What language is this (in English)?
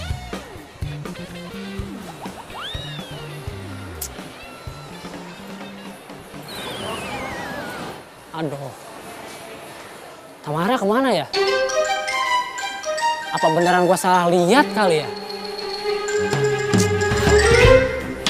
Indonesian